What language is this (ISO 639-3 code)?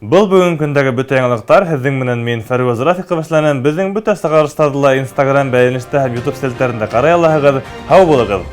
bak